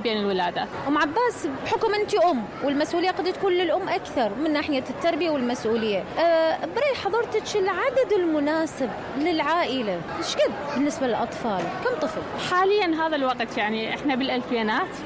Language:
Mesopotamian Arabic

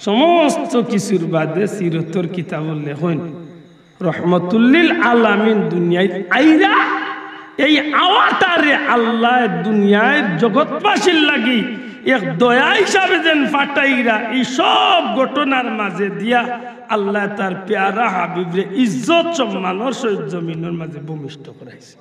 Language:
Sylheti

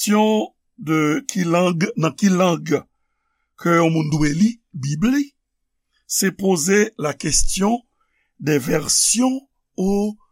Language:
Haitian Creole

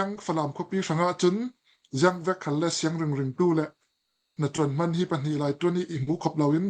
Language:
Hakha Chin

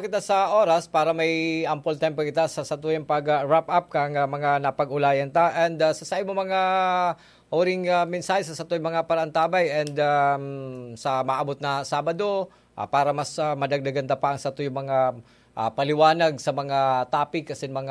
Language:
Bikol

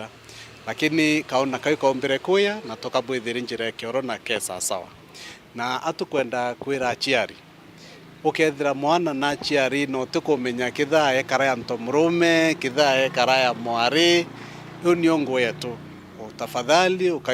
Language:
Meru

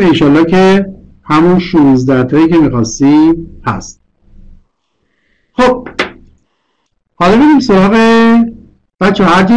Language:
Persian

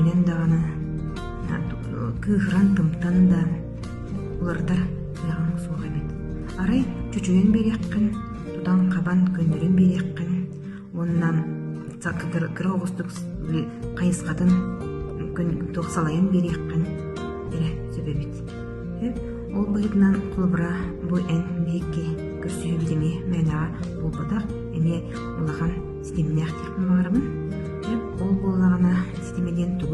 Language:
Yakut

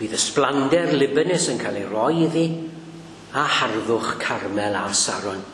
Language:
Welsh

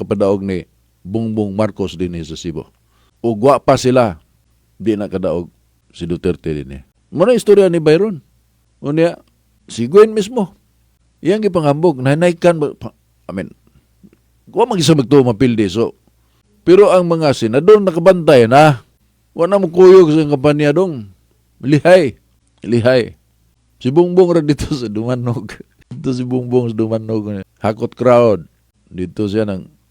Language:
Cebuano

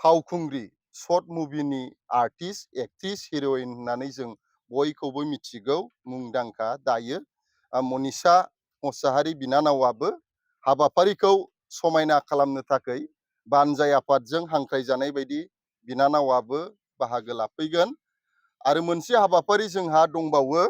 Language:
Bodo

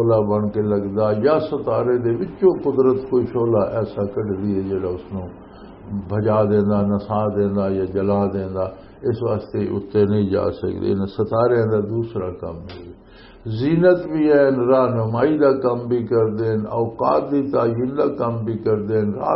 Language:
Western Panjabi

